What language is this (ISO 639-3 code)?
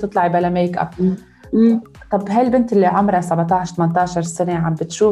apc